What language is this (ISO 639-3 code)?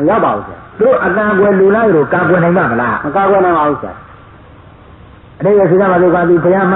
mya